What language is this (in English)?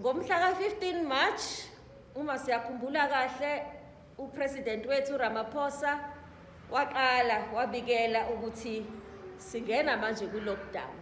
Zulu